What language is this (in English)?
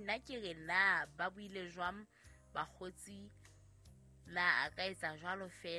Southern Sotho